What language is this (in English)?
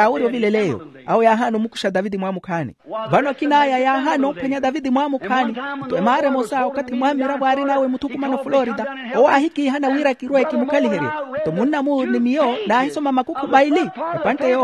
Makhuwa